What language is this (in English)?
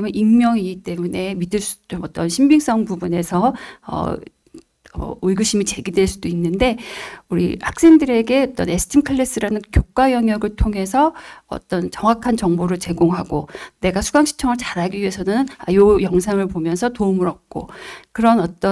Korean